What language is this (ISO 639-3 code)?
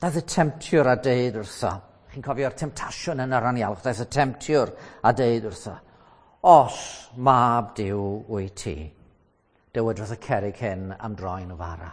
cym